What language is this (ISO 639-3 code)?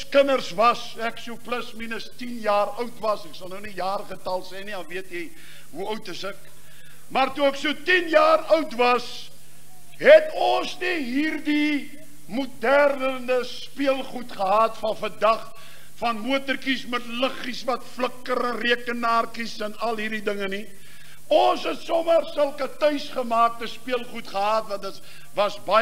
afr